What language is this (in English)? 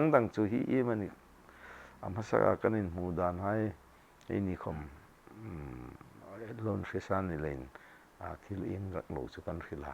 Hmar